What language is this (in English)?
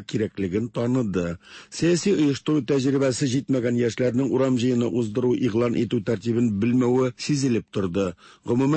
Tatar